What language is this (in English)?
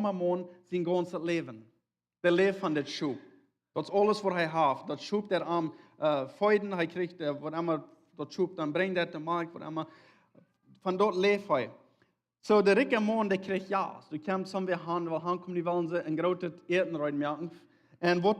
Plautdietsch